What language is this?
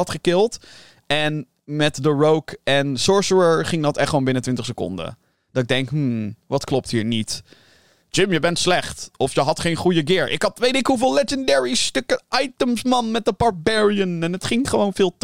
Dutch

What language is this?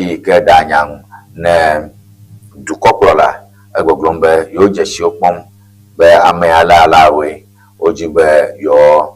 Ewe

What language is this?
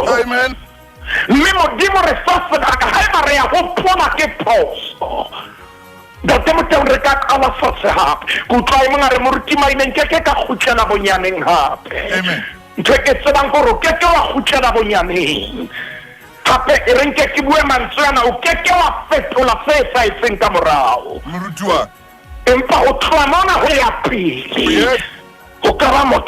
Southern Sotho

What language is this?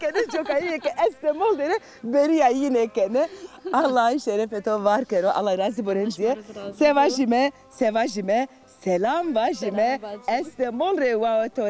Zaza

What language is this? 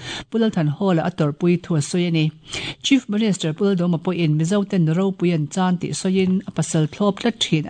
Mizo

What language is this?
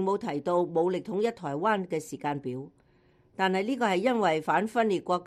Cantonese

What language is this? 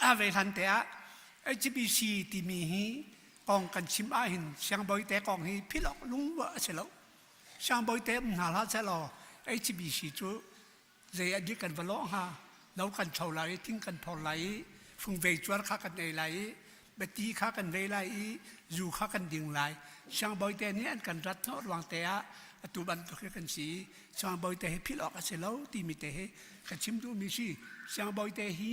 Hakha Chin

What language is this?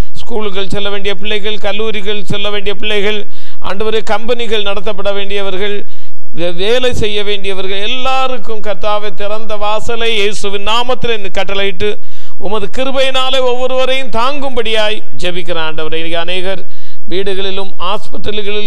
Tamil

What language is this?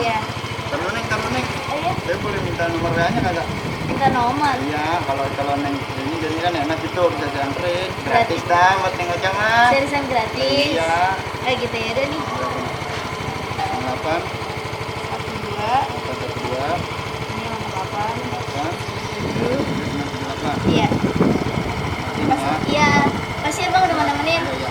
Betawi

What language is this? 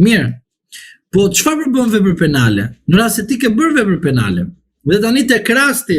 Albanian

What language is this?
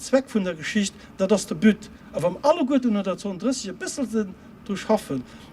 Luxembourgish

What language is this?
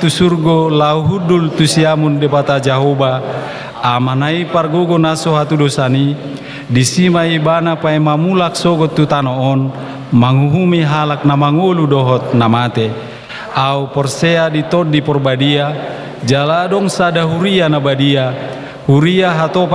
Batak Toba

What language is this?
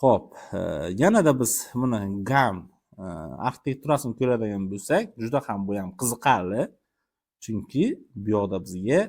Uzbek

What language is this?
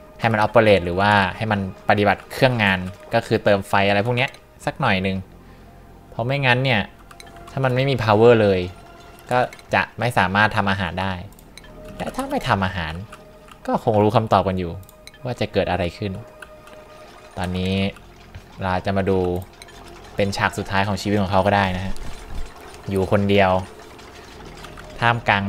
Thai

